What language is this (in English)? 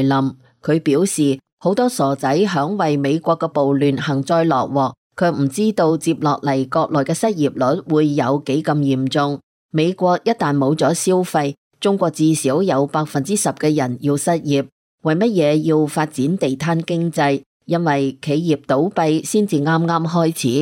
Cantonese